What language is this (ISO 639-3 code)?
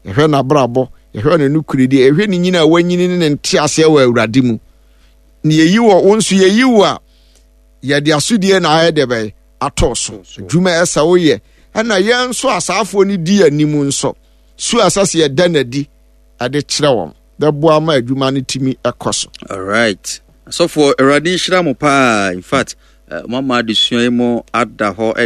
aka